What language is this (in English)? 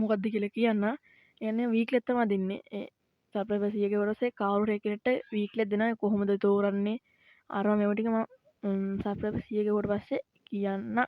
Sinhala